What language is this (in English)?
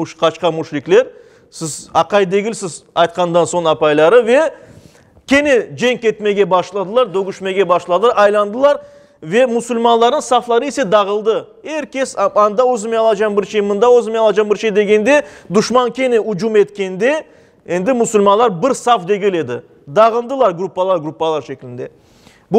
Crimean Tatar